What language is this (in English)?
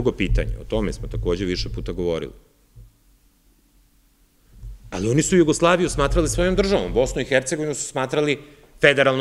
Serbian